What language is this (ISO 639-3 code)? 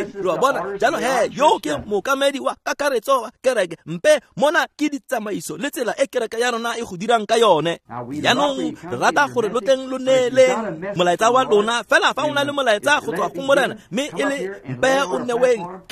tsn